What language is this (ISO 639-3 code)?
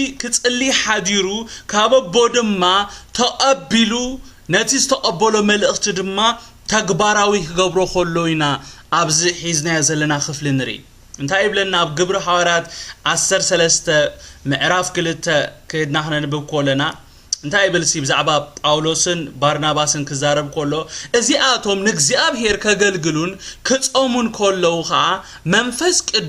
tir